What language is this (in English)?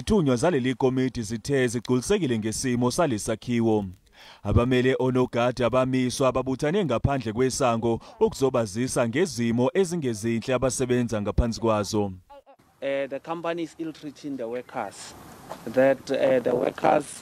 Zulu